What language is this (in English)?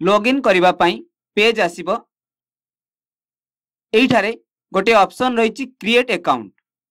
Odia